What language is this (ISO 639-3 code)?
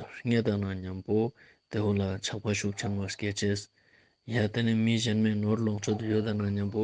lbj